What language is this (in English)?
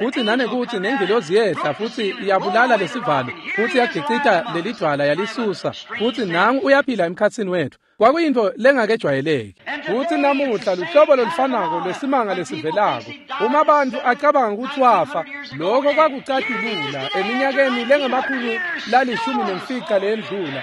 Swati